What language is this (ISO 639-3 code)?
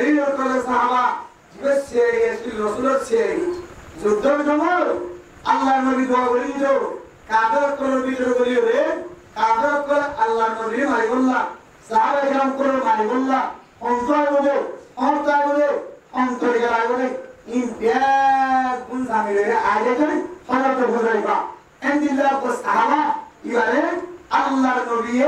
rhg